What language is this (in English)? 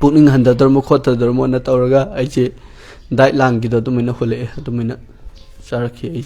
Manipuri